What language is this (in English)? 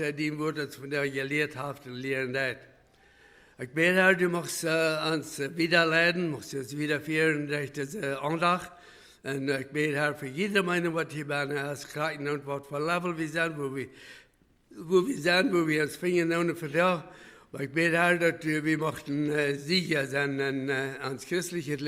Plautdietsch